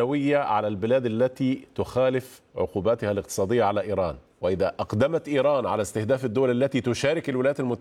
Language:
Arabic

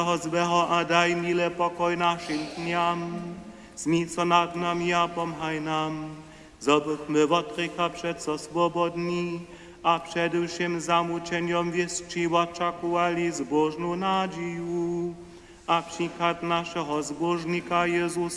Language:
Upper Sorbian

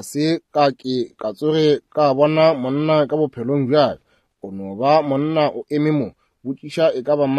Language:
Northern Sotho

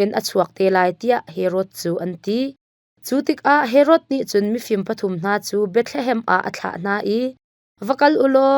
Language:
Hakha Chin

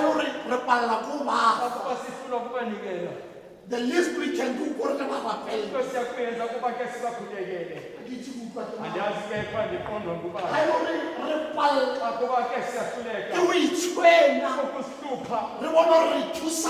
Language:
Tswana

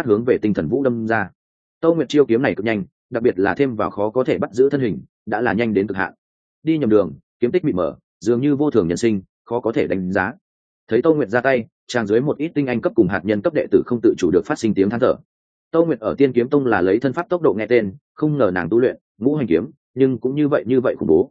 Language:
Vietnamese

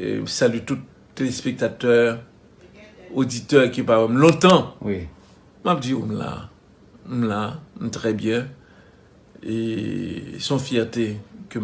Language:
Haitian Creole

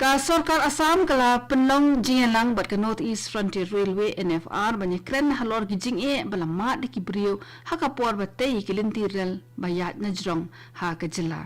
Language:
Khasi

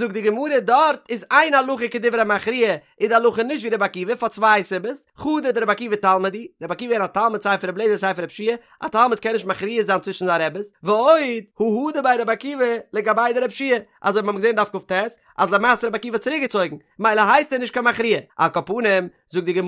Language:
Yiddish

